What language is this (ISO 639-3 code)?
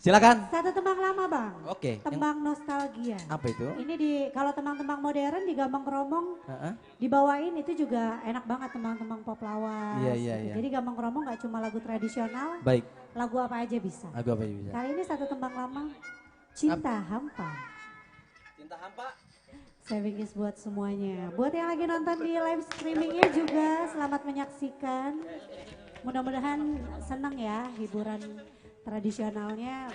bew